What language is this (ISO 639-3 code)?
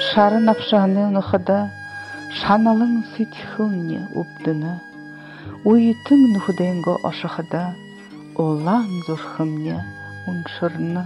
bua